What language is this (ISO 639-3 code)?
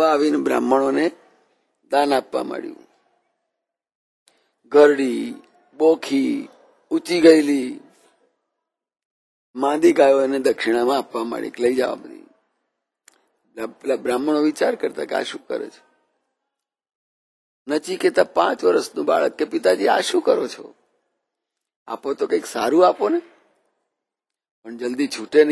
guj